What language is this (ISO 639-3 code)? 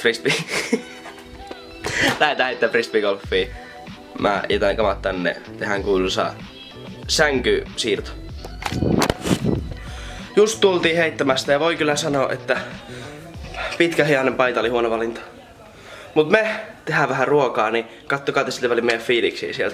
fin